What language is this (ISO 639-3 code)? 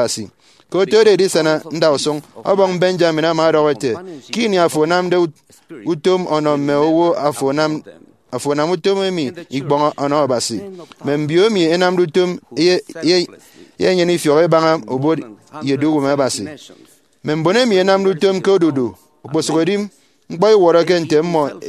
efi